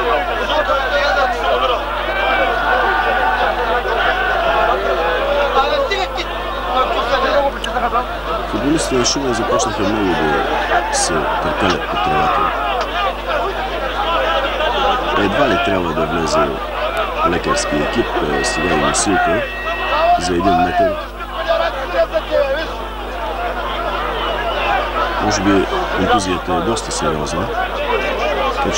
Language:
Bulgarian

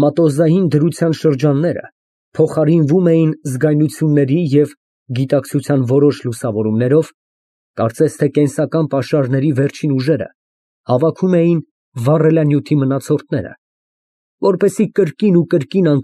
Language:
Armenian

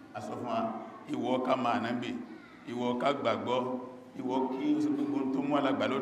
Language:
Yoruba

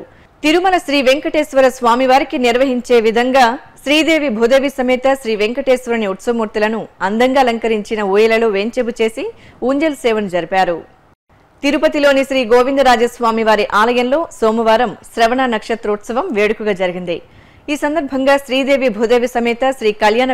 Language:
Telugu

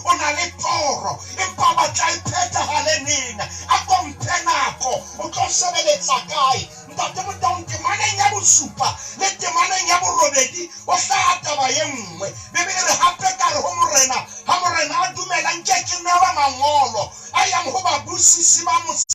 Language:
Southern Sotho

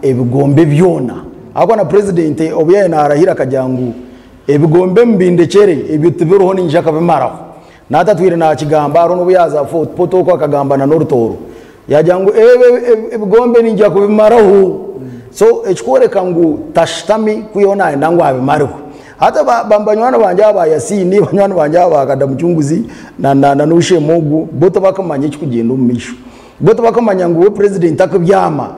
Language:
Nyankole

